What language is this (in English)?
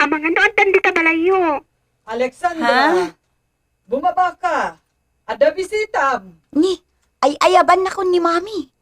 Iloko